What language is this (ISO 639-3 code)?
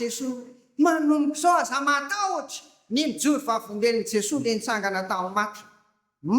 mlg